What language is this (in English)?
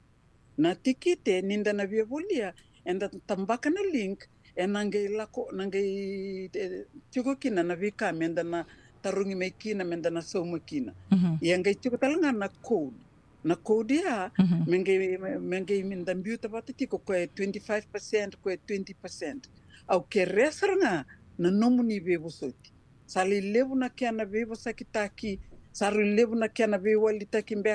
Fijian